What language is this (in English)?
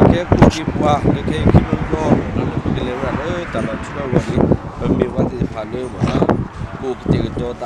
S'gaw Karen